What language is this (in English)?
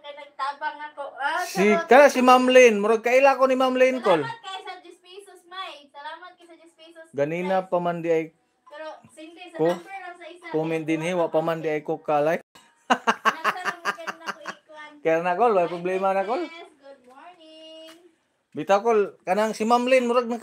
Cebuano